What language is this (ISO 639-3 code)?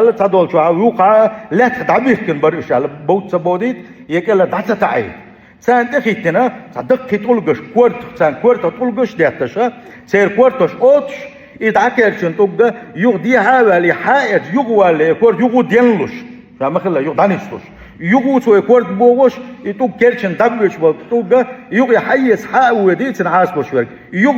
che